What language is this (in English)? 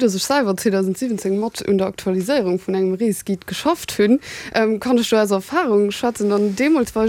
Luxembourgish